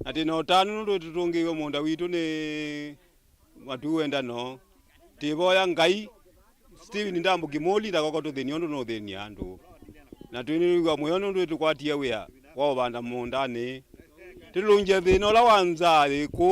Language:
Kamba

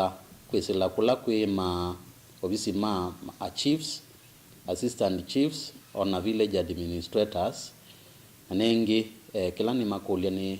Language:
Kamba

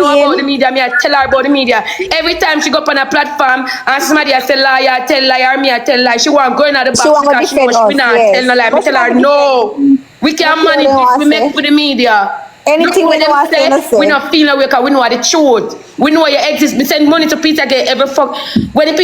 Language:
Jamaican Creole English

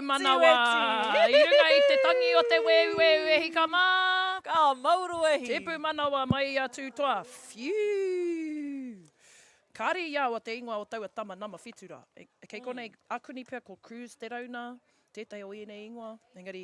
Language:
Māori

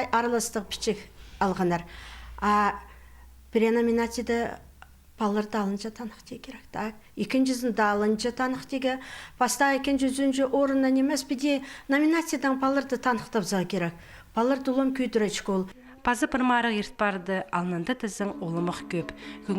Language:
Khakas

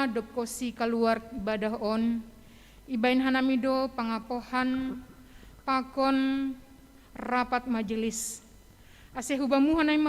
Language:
Batak Simalungun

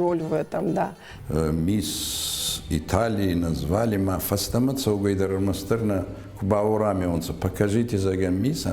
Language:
Ossetic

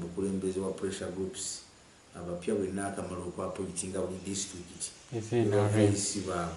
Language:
Ganda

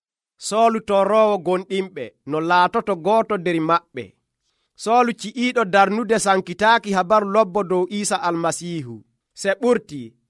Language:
Nigerian Fulfulde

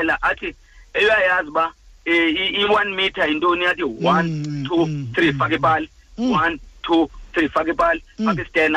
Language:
Xhosa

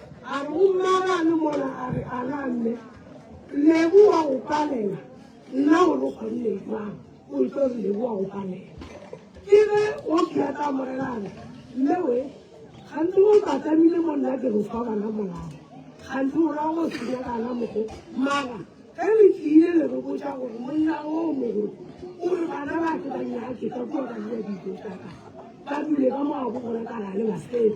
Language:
Northern Sotho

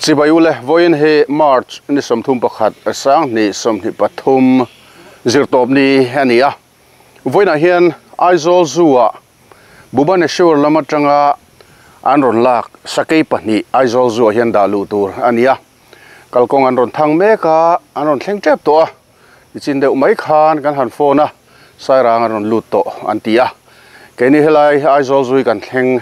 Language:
Mizo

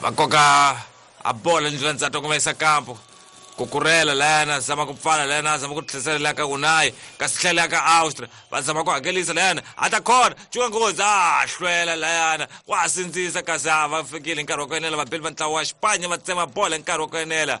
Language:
Tsonga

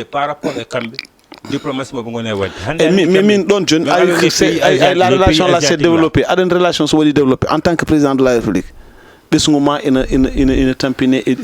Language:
Fula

